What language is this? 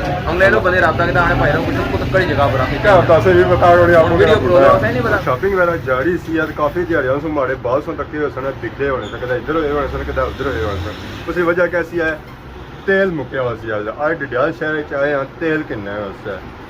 Pahari-Potwari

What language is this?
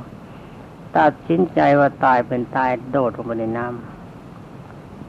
Thai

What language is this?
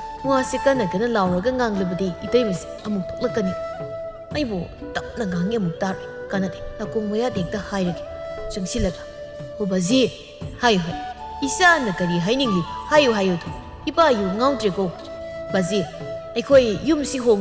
Manipuri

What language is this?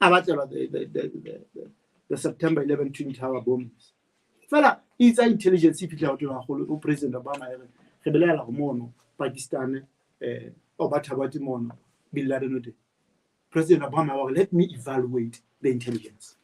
Southern Sotho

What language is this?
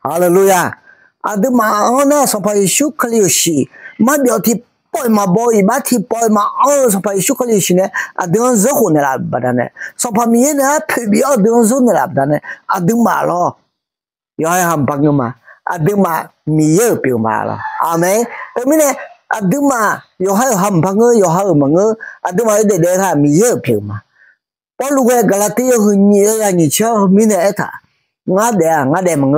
Akha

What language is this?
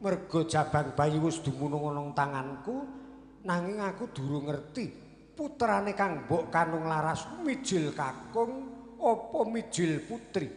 Javanese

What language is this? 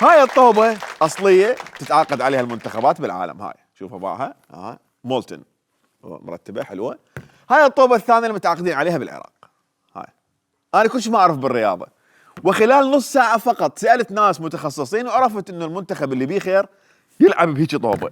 Mesopotamian Arabic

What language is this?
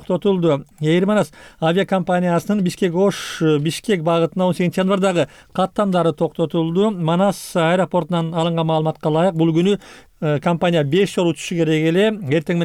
Kyrgyz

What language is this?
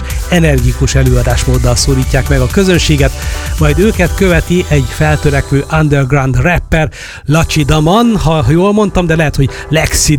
Hungarian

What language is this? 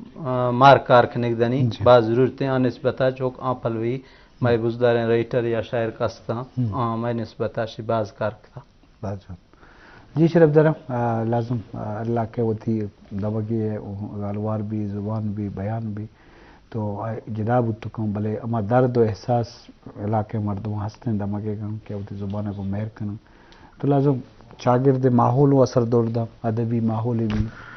Eastern Balochi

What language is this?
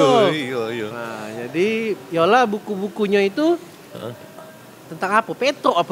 Musi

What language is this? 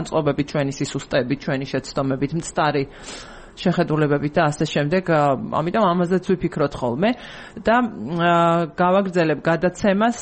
Georgian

